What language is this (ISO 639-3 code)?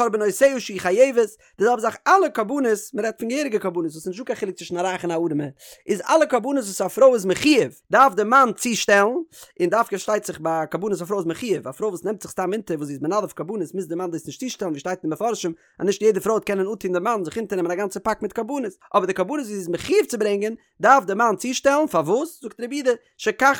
yid